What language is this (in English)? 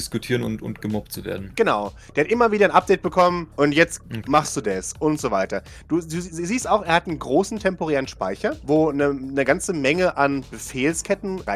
German